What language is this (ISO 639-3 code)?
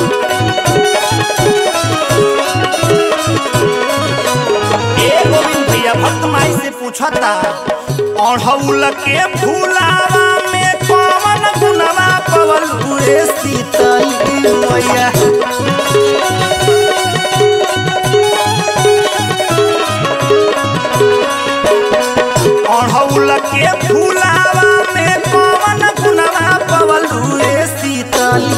bho